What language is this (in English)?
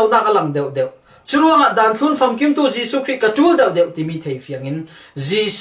Falam Chin